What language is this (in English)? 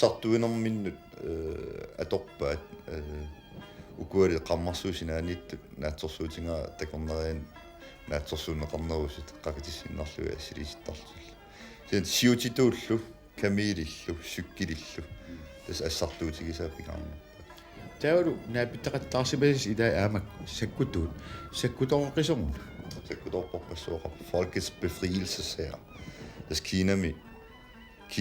Kalaallisut